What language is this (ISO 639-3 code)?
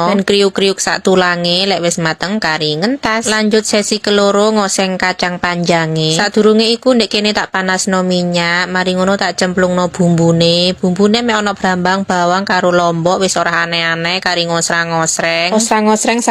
jav